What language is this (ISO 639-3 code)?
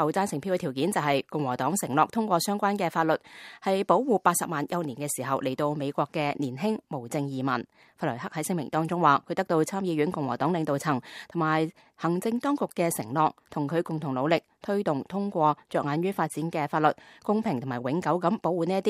yue